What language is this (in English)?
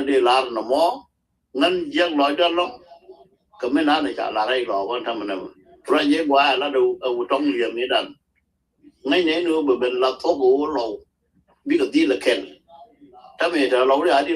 Nuer